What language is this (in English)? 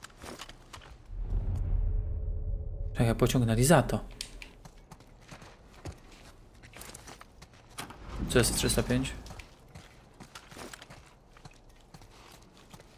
Polish